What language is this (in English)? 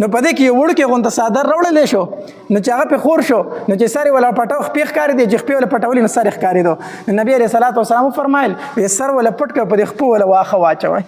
Pashto